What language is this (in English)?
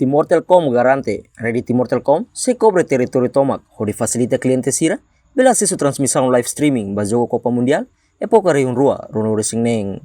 Tetum